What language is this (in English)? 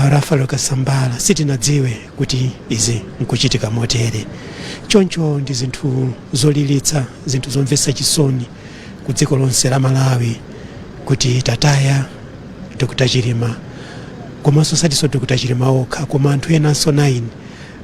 Nyanja